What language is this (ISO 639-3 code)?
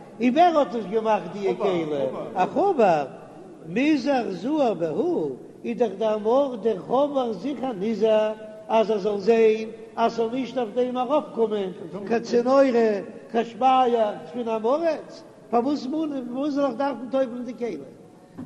yid